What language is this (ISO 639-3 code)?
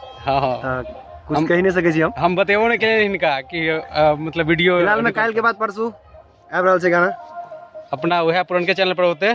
mai